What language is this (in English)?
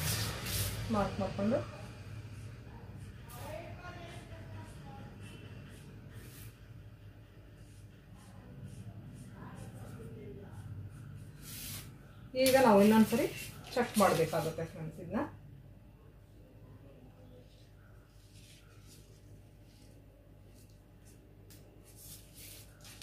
Kannada